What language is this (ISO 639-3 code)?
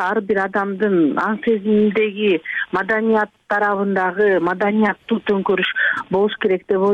kir